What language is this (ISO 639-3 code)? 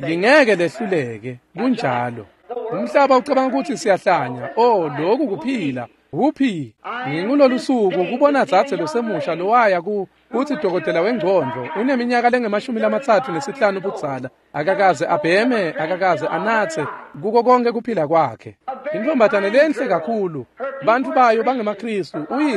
ssw